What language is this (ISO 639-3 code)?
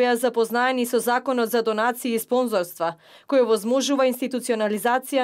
mkd